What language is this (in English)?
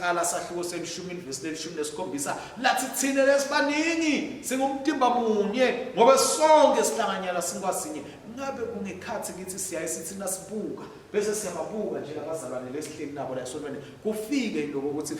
Swati